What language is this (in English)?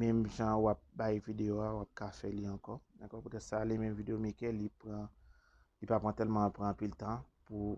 Haitian Creole